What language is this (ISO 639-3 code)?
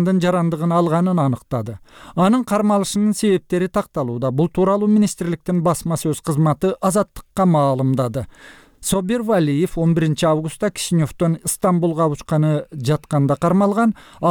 kir